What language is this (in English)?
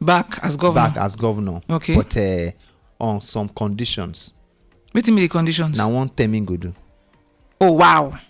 Nigerian Pidgin